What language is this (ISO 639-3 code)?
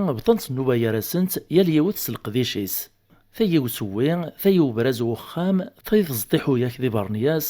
kab